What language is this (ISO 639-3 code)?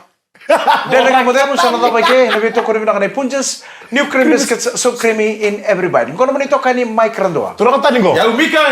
fij